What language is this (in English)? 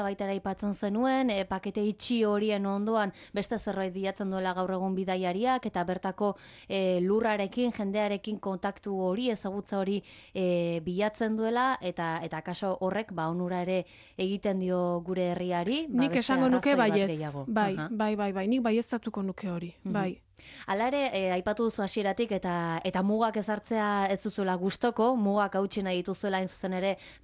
Basque